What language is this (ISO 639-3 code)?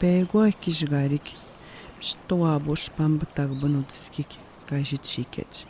atj